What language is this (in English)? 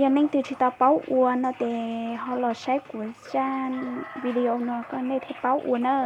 Hmong